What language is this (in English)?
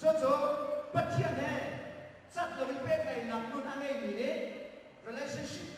Hakha Chin